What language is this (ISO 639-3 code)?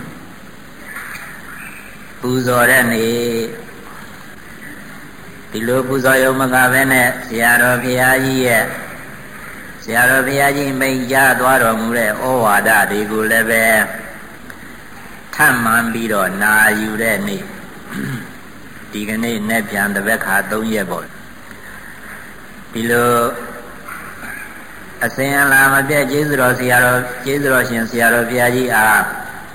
mya